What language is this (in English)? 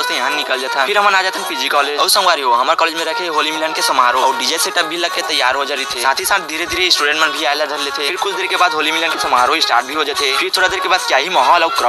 Chhattisgarhi